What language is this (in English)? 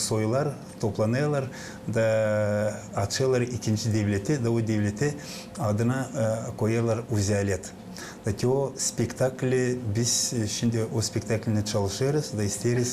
Gagauz